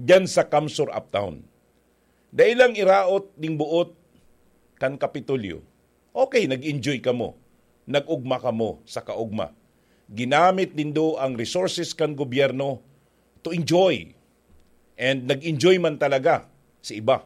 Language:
Bikol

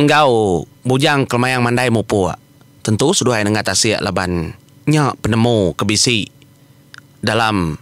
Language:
Iban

